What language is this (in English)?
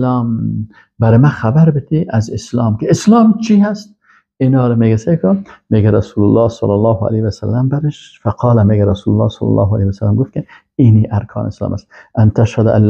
Persian